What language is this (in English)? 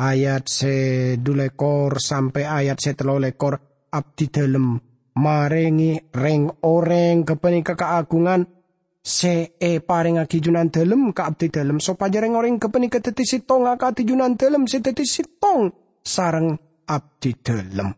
Madurese